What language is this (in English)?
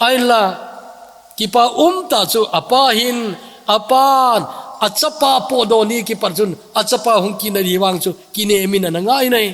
Thado Chin